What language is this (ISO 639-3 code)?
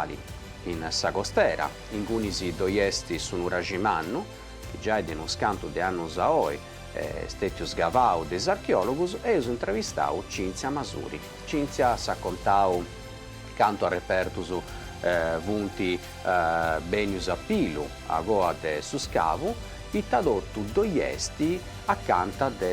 srd